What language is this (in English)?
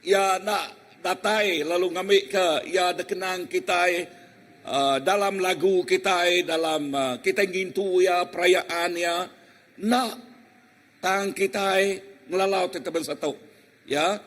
Iban